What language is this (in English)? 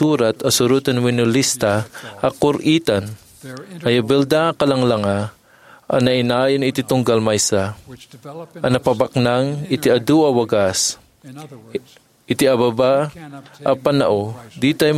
Iloko